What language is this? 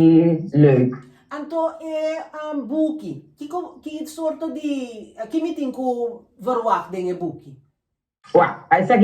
Papiamento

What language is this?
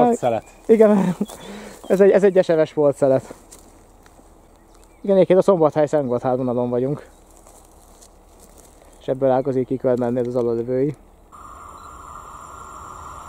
Hungarian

